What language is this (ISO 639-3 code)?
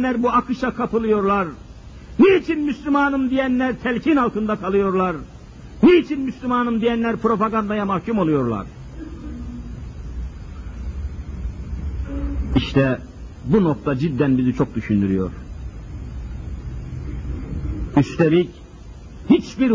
tur